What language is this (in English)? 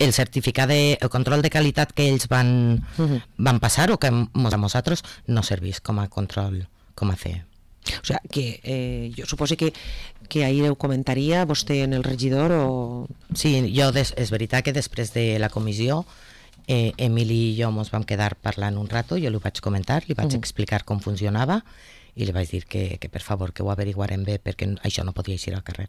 Catalan